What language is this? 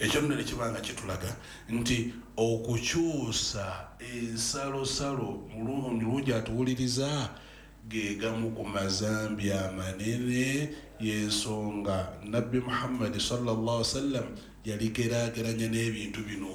Ganda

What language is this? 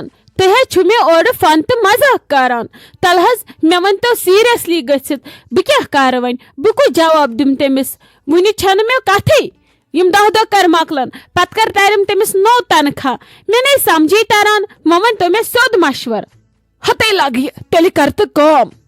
Kashmiri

